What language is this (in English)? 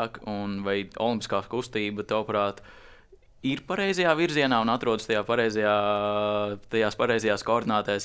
Latvian